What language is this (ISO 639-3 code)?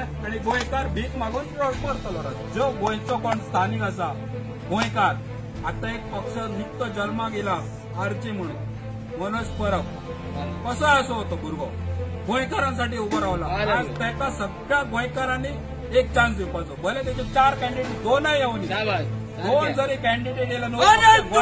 kok